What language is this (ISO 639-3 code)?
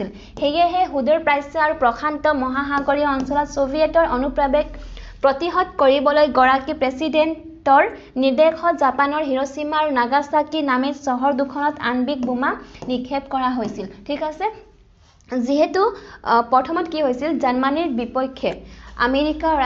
asm